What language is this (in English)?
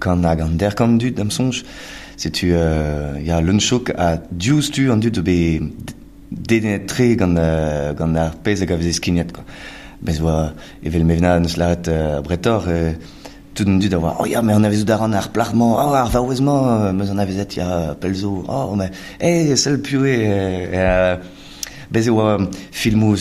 Breton